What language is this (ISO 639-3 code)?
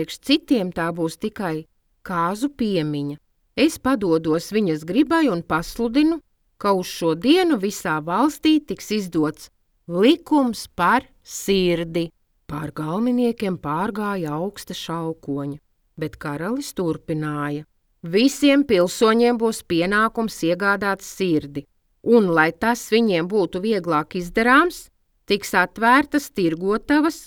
lav